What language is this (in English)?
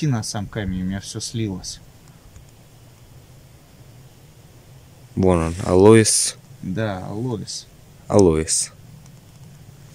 Russian